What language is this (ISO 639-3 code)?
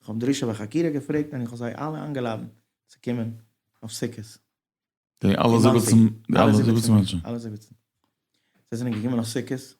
yid